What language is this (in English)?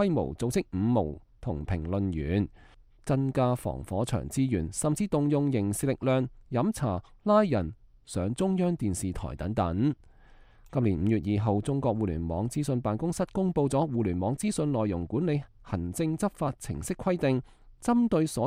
Cantonese